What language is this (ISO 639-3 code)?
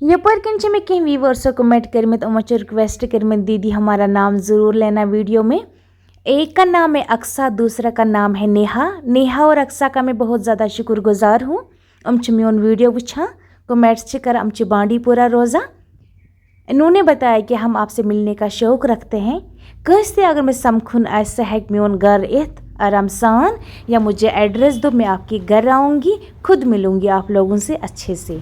kas